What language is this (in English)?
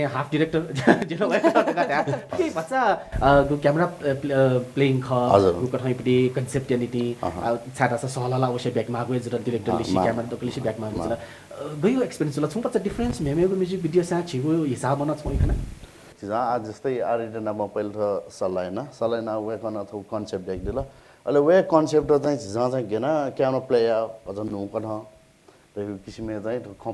Newari